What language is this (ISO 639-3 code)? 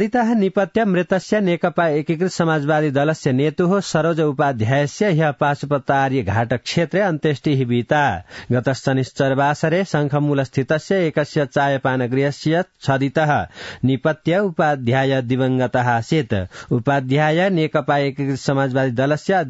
san